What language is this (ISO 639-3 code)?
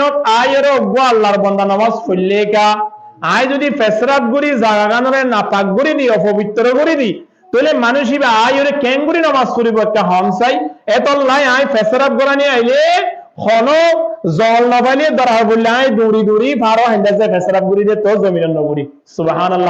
rhg